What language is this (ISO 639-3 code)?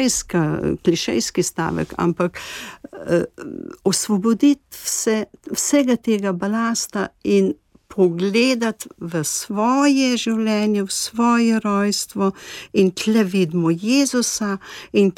slv